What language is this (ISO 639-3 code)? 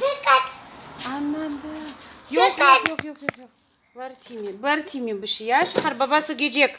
crh